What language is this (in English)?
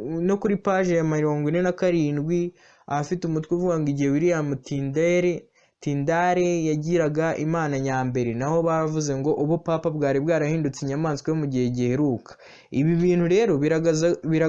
Kinyarwanda